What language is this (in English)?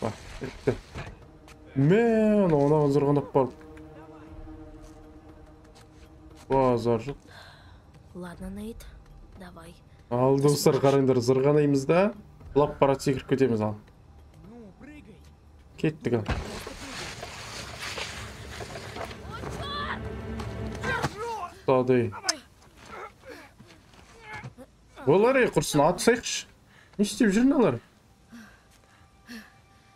Kazakh